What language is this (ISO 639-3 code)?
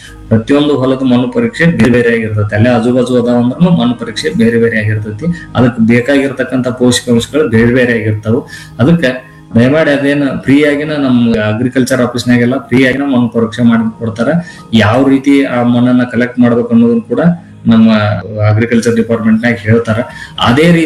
kan